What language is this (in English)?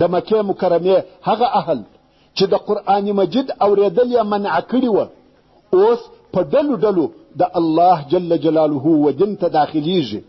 Pashto